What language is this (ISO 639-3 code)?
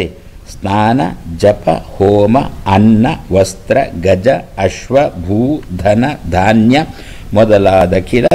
kan